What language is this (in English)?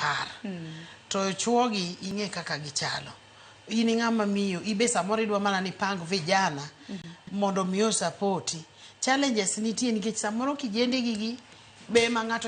Luo (Kenya and Tanzania)